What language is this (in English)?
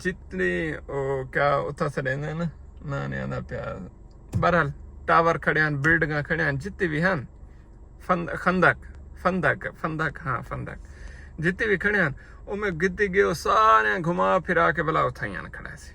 Saraiki